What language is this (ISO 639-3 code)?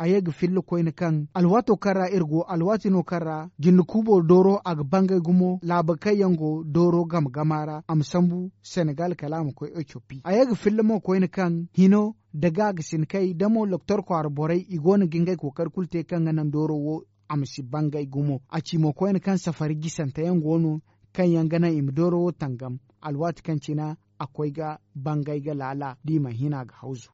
dje